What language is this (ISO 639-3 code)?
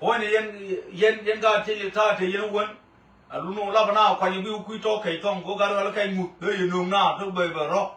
nus